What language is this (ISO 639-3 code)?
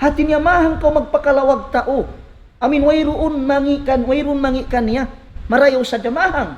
tsg